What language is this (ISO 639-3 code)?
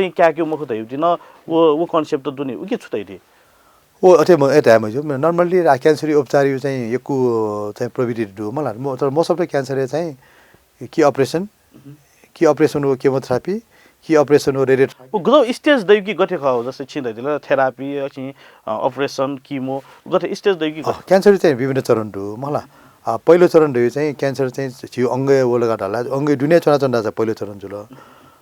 new